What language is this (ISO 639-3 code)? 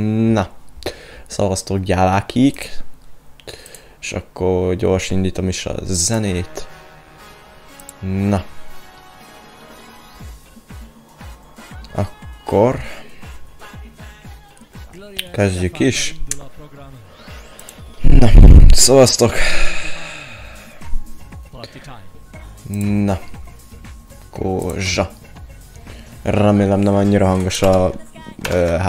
hun